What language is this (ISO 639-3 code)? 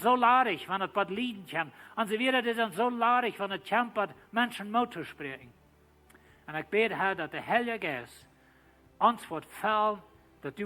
pdt